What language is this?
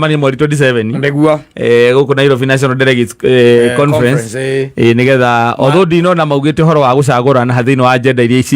Kikuyu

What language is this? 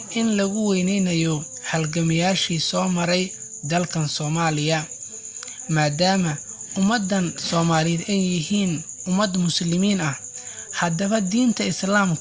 Somali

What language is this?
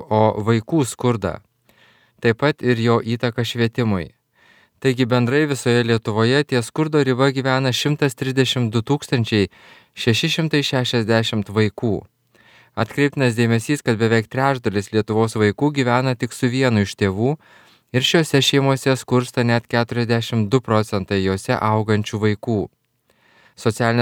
Lithuanian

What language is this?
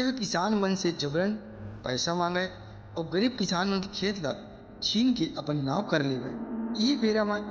Chhattisgarhi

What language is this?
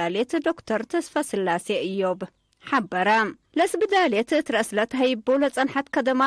Tigre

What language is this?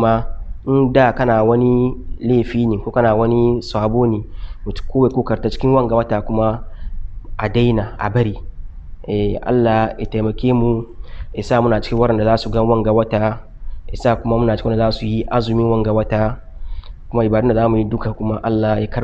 Hausa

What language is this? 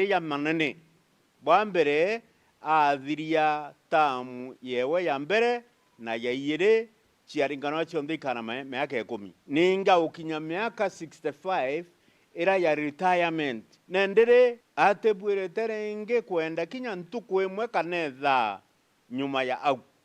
Meru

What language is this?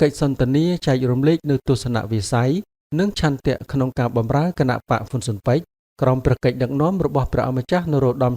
Khmer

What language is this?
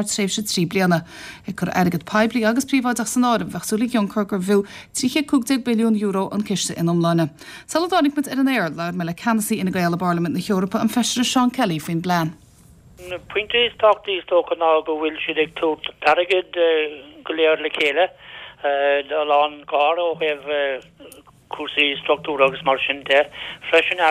Irish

